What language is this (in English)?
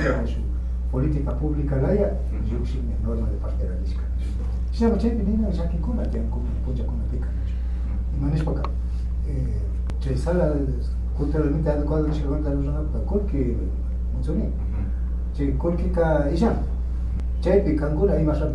Imbabura Highland Quichua